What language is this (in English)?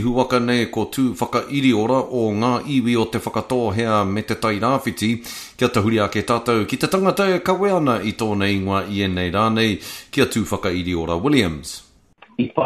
Māori